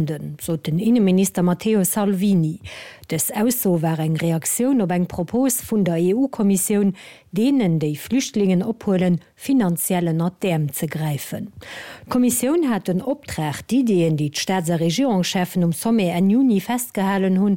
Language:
Luxembourgish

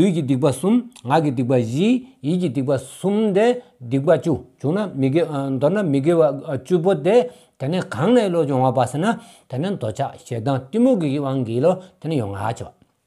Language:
Stod Bhoti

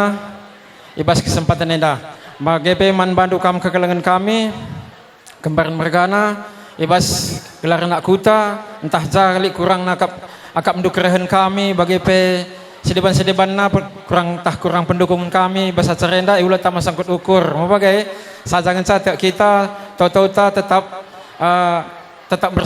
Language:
Batak Karo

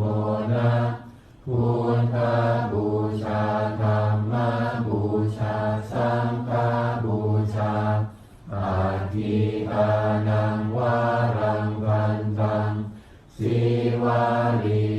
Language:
Pali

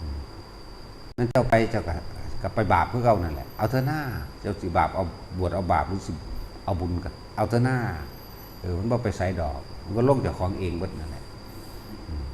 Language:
Northeastern Thai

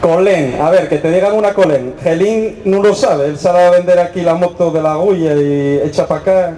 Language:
Asturian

